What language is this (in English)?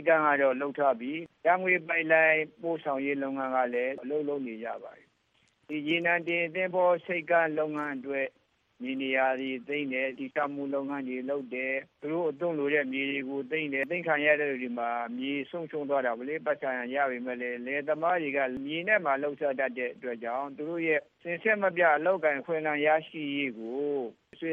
Burmese